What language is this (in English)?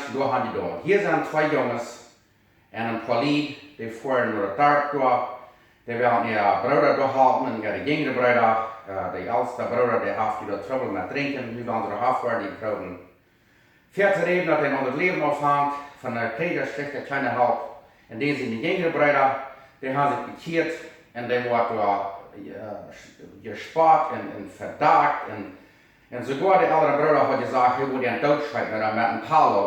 Plautdietsch